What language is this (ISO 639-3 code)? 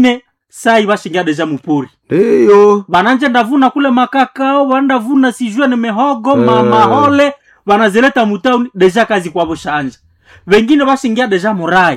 swa